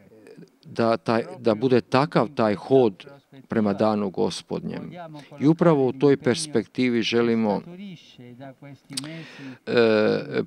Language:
Croatian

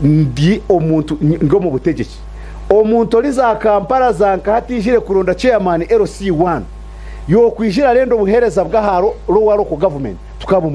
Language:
Nyankole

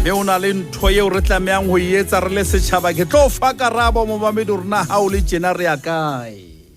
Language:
Southern Sotho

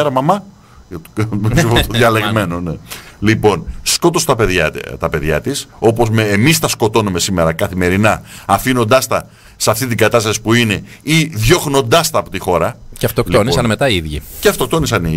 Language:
Greek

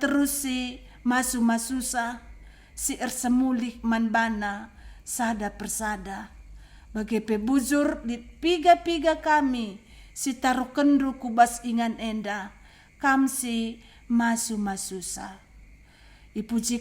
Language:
Batak Karo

